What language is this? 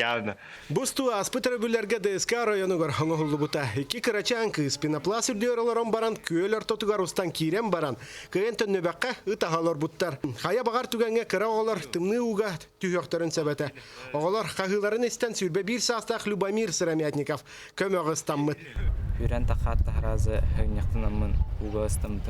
Yakut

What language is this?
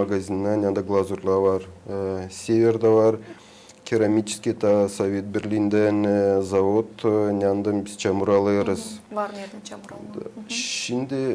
Gagauz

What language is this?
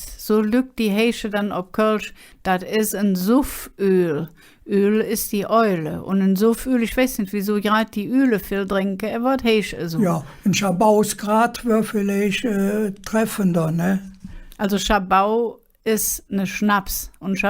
Colognian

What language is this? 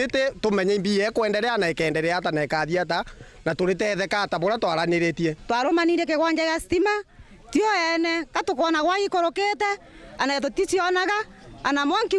Meru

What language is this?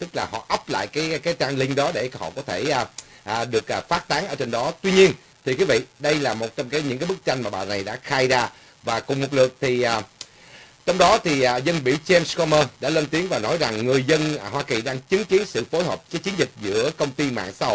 Vietnamese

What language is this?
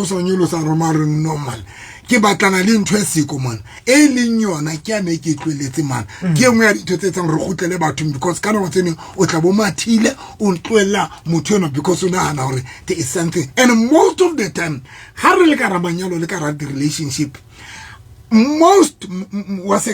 Southern Sotho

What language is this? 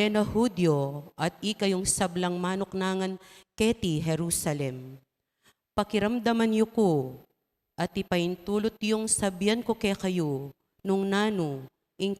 Pampanga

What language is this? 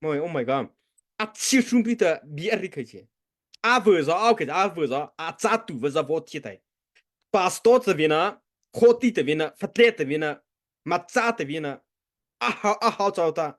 Mara Chin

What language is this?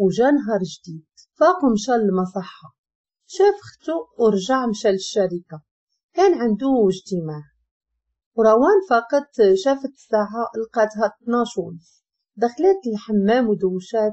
Moroccan Arabic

